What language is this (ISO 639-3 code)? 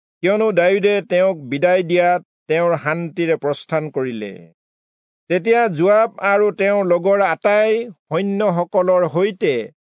asm